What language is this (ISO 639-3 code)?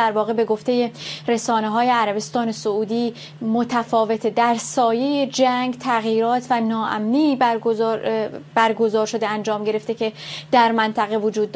fas